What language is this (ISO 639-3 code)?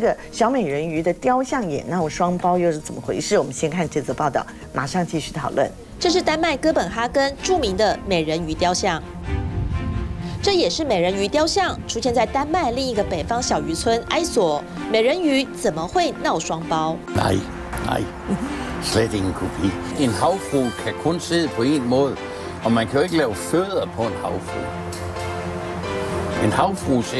zho